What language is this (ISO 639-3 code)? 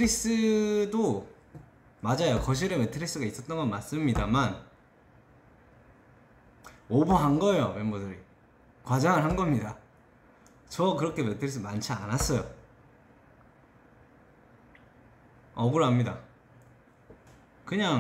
kor